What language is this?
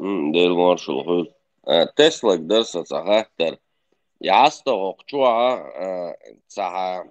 Chechen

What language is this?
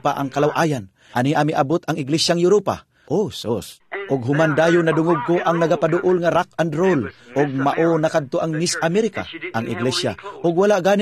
Cebuano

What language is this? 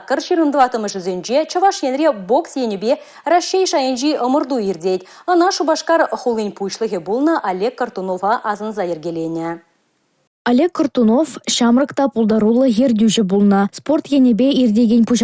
Chuvash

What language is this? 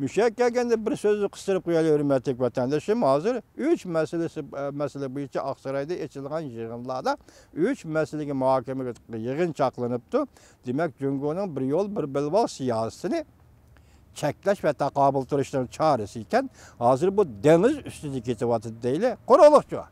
Uyghur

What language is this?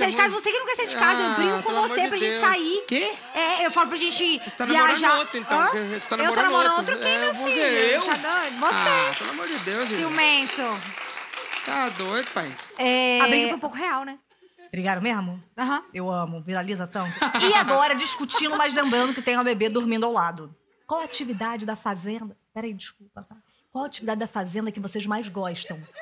Portuguese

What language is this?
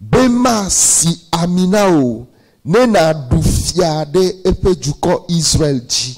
Ewe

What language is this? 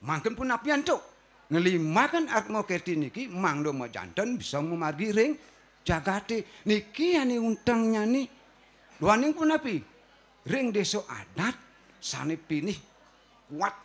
Balinese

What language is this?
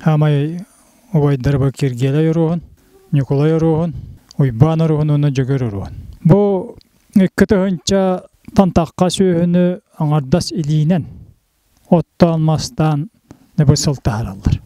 Yakut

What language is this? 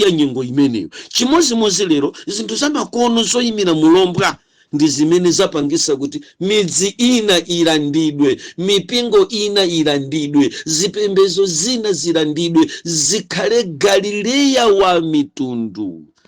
Nyanja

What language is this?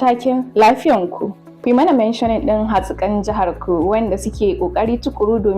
Hausa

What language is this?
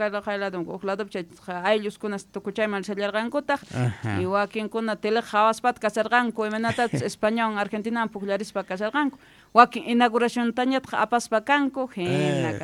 Quechua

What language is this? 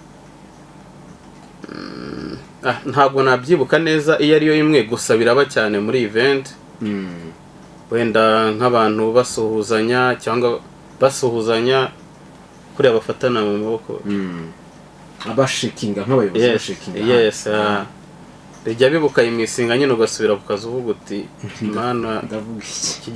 Kinyarwanda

